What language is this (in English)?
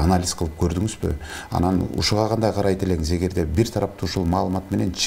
Kyrgyz